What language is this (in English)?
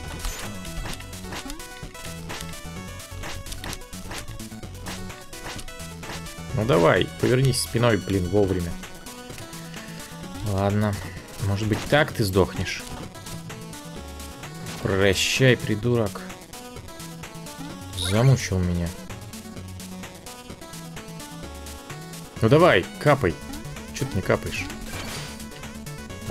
Russian